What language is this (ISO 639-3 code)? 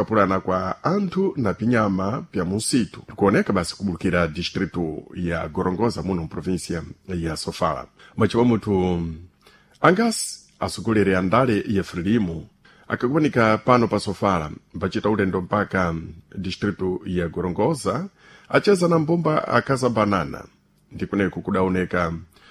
seh